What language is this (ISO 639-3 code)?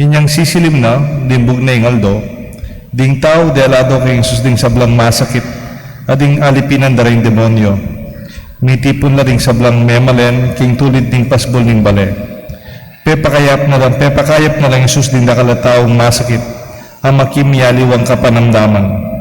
pam